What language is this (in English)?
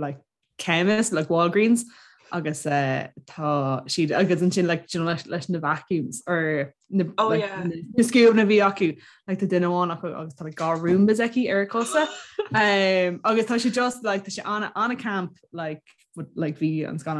Irish